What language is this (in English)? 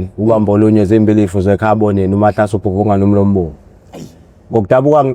Zulu